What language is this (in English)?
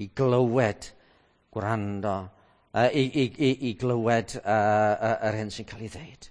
Welsh